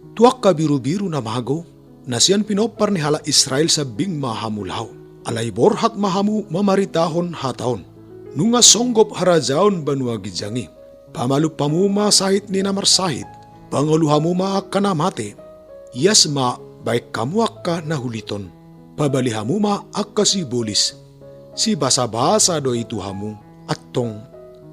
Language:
Batak Toba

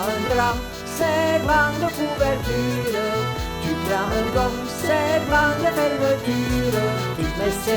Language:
Arpitan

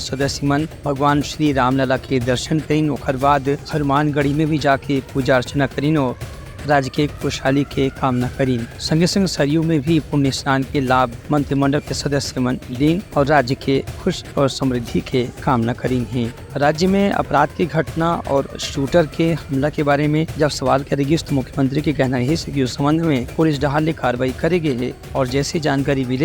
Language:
Chhattisgarhi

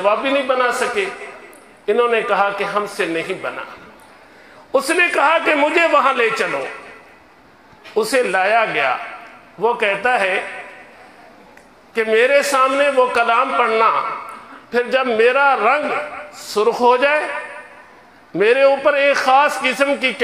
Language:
Urdu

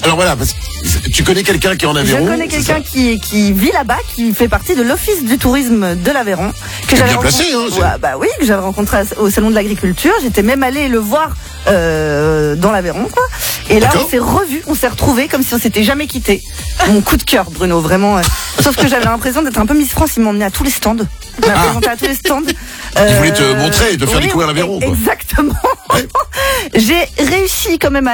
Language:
French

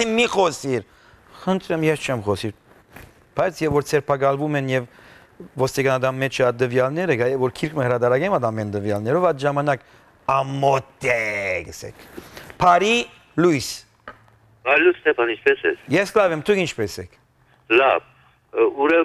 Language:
Western Armenian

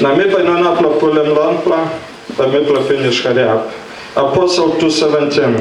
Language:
Tok Pisin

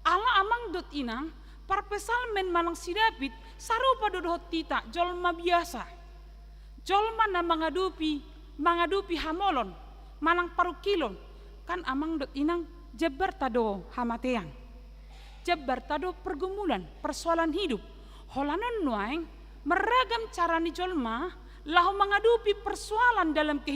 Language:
Batak Toba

